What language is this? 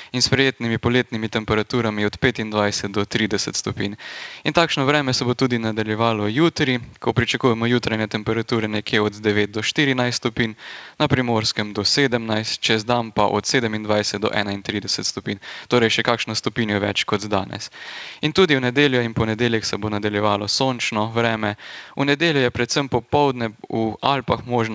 Slovenian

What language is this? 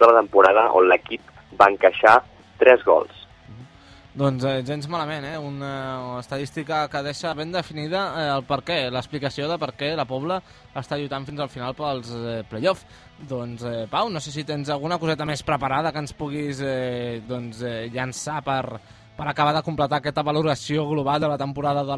Catalan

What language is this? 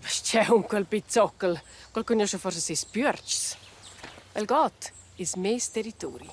Romansh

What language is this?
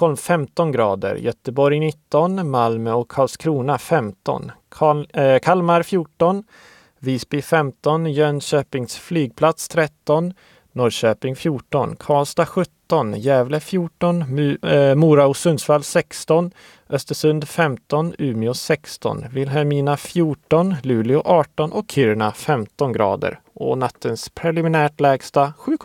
Swedish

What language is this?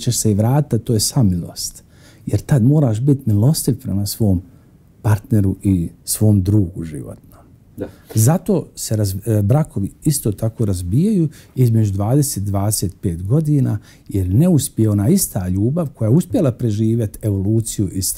Bosnian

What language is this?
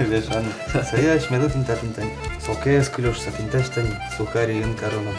Udmurt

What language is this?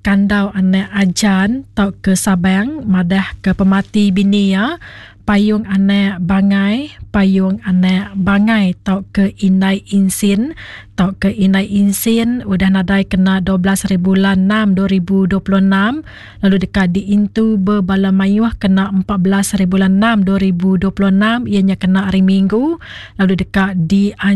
Iban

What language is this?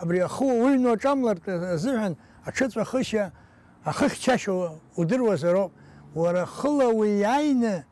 Abkhazian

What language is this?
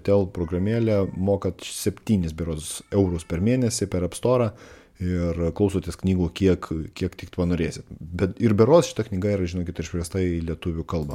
Lithuanian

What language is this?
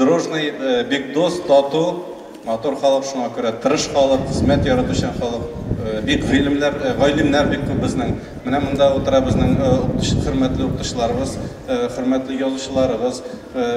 Tatar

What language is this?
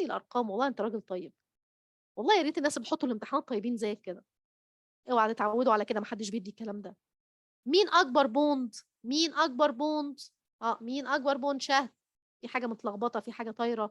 Egyptian Arabic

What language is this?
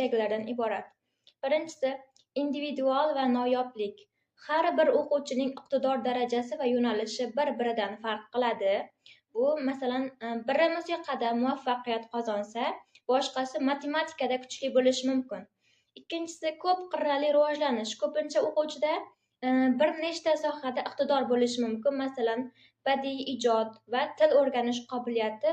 Uzbek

